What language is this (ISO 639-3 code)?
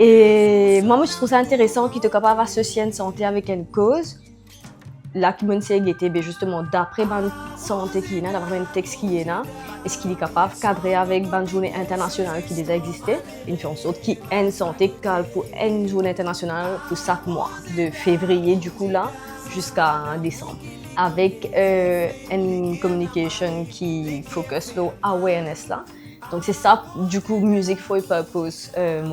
mfe